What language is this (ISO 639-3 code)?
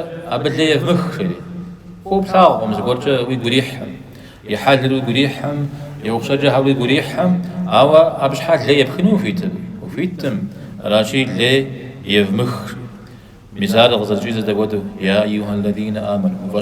kbd